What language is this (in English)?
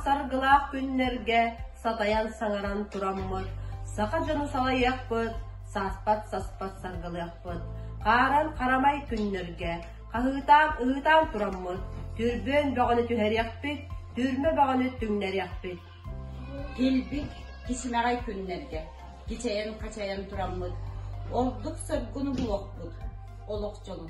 Yakut